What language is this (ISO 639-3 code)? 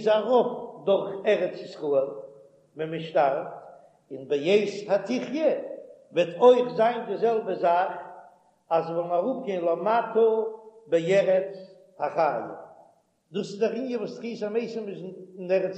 yid